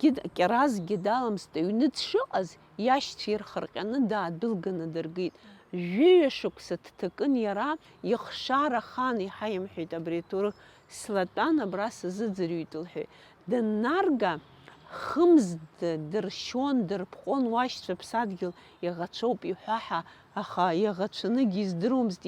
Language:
Abkhazian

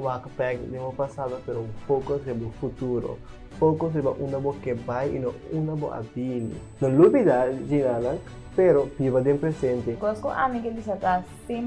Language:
Papiamento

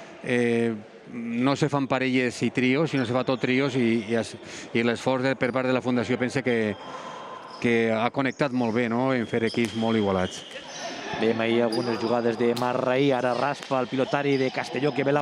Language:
Catalan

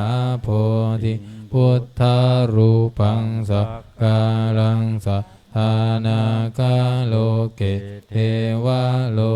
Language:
Pali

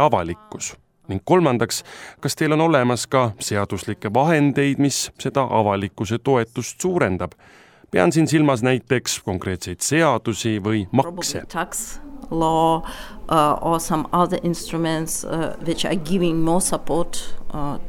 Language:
Estonian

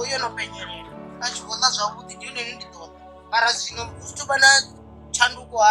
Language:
Venda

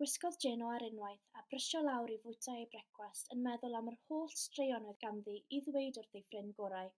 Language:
Welsh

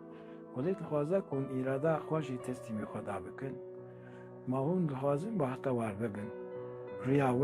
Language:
Kurdish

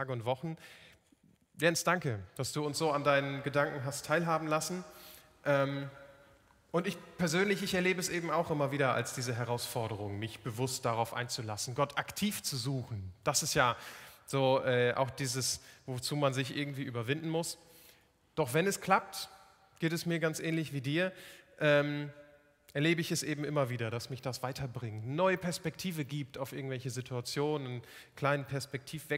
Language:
German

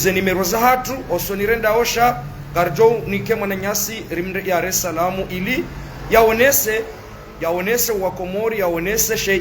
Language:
Ngazidja Comorian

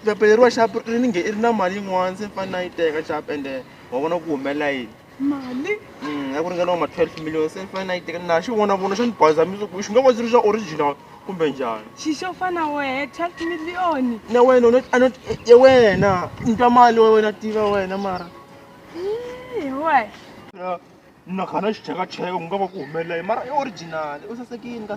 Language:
Tsonga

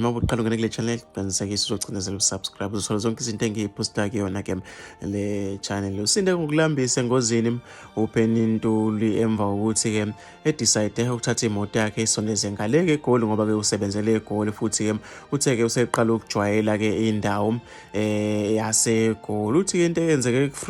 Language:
Zulu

